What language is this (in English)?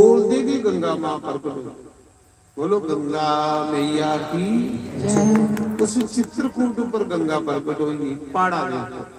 Dogri